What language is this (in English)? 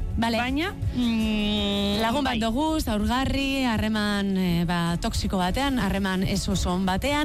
Basque